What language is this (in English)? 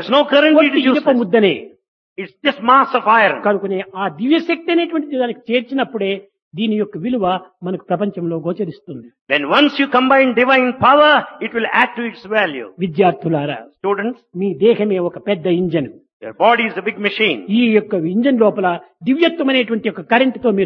Telugu